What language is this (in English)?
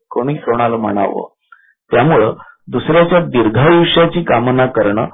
Marathi